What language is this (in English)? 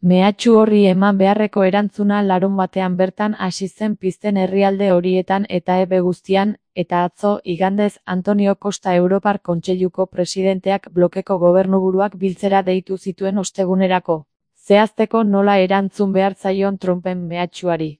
Basque